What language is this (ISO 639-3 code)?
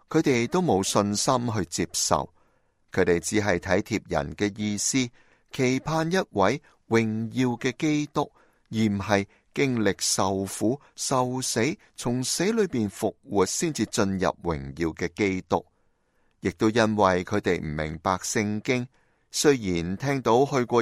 yue